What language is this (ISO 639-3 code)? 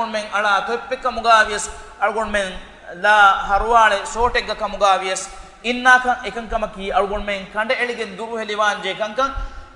div